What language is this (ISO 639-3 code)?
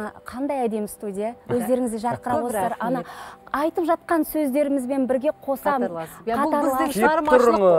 kaz